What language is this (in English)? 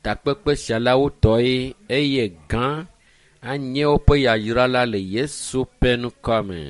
Ewe